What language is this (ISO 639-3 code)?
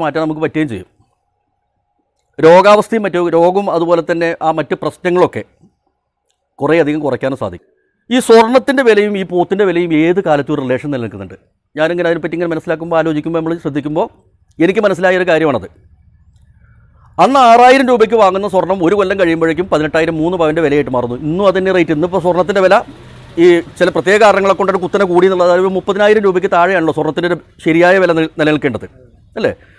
mal